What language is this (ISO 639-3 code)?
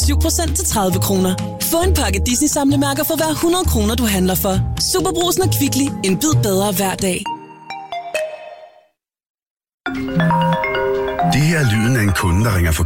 dan